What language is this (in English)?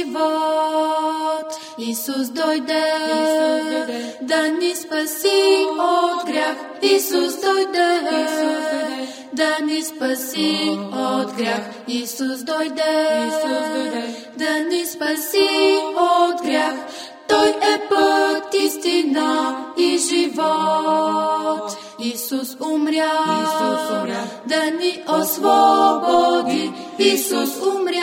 Bulgarian